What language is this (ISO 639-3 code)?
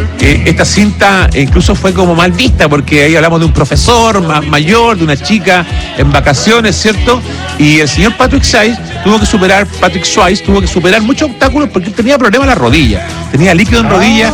spa